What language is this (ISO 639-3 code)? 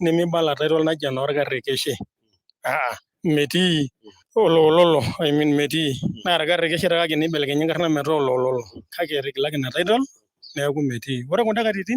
mas